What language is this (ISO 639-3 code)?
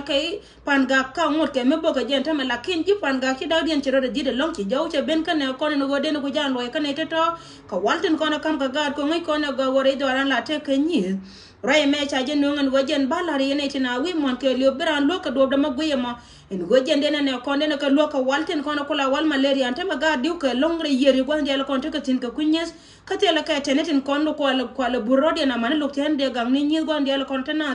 nus